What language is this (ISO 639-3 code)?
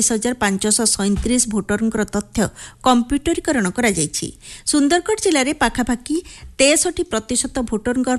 ori